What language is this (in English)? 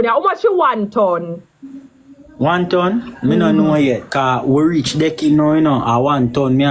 Jamaican Creole English